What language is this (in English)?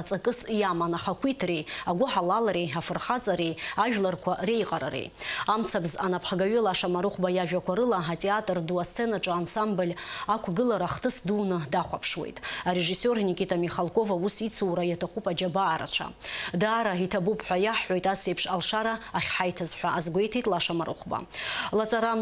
Abkhazian